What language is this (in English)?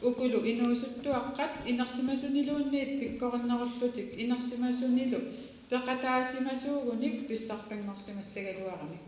Kalaallisut